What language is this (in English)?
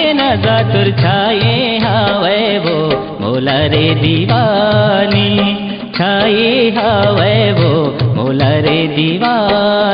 Chhattisgarhi